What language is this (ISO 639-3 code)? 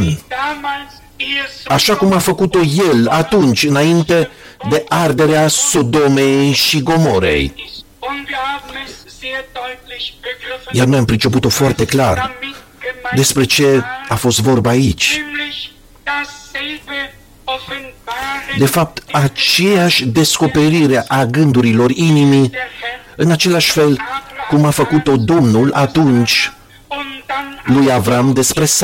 ron